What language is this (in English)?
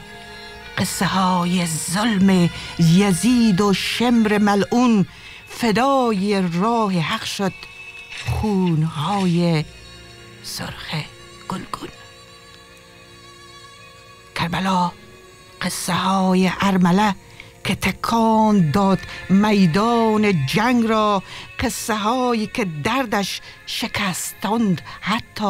Persian